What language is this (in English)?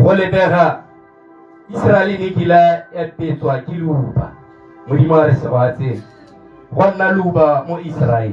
Tswana